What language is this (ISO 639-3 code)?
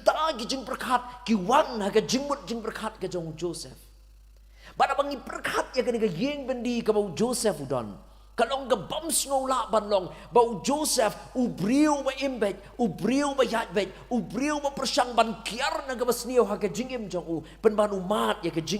kha